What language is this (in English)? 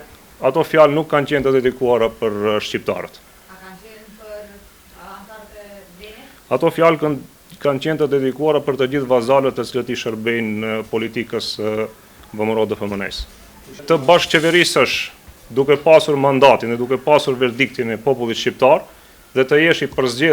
Albanian